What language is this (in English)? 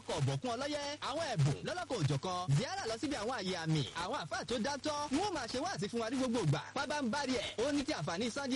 Yoruba